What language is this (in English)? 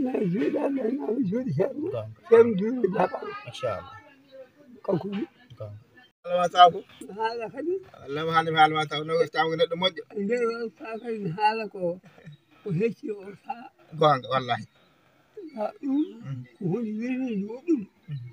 Fula